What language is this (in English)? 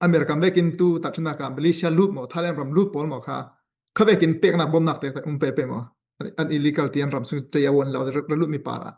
Falam Chin